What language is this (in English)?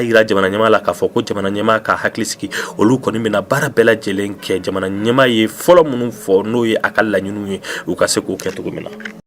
Bambara